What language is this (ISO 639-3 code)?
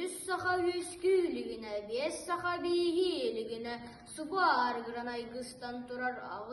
sah